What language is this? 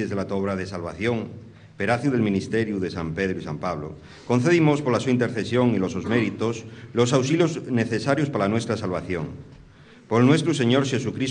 Asturian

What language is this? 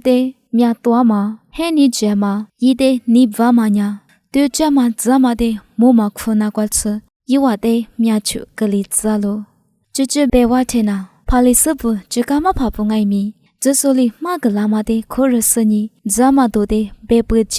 Lisu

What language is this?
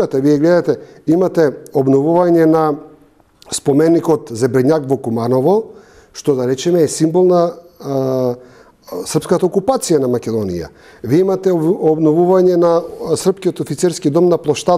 Macedonian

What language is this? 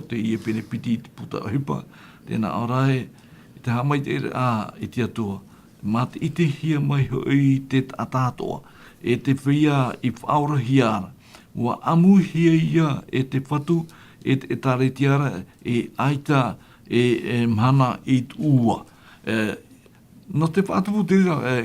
Tahitian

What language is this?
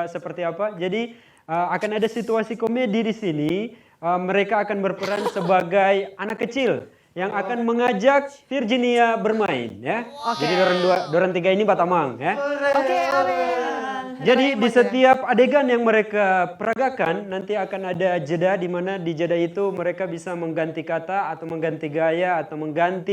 Manado Malay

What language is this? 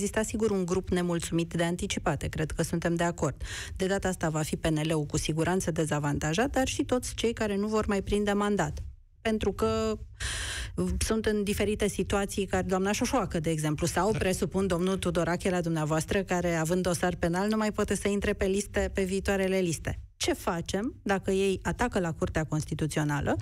Romanian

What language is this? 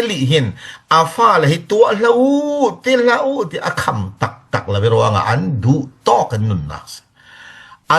Falam Chin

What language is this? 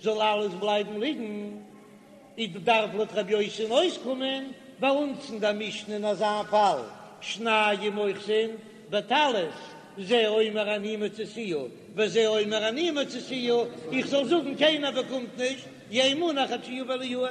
Yiddish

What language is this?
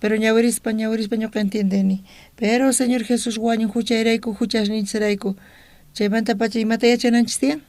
South Bolivian Quechua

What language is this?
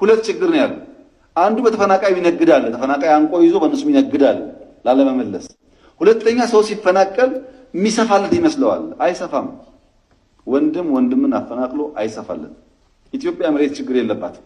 Amharic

